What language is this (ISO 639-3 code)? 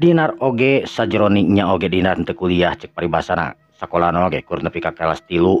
sun